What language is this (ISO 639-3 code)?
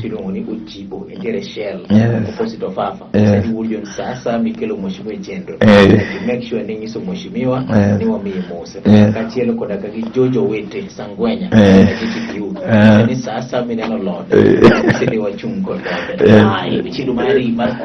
luo